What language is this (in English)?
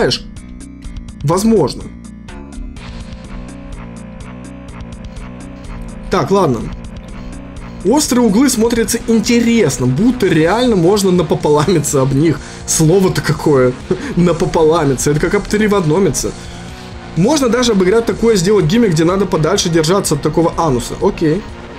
Russian